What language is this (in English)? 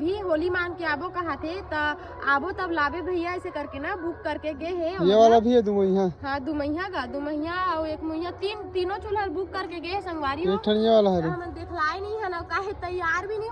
Chhattisgarhi